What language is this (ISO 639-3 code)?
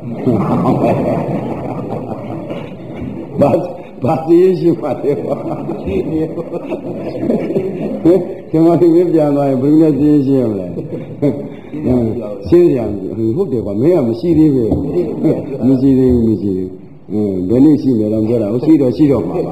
mya